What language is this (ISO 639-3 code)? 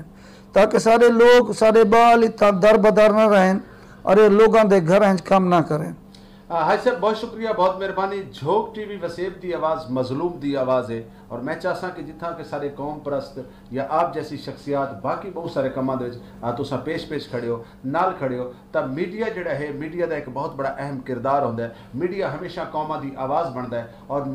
skr